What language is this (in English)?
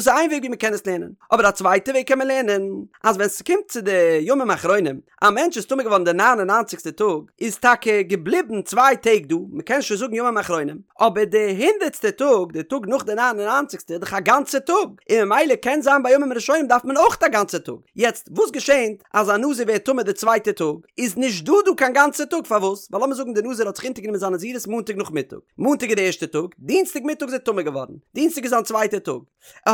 Yiddish